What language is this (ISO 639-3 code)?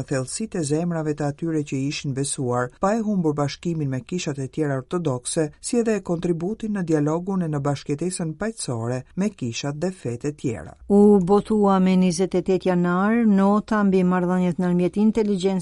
sqi